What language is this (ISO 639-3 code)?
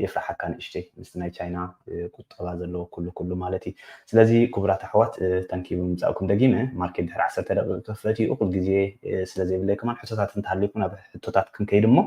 tir